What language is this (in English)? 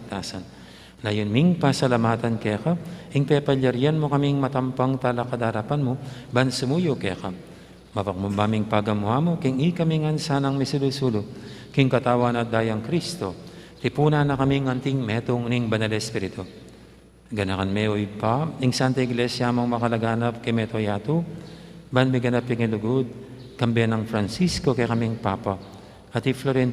Pampanga